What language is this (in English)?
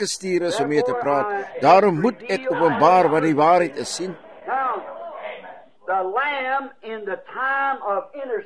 Afrikaans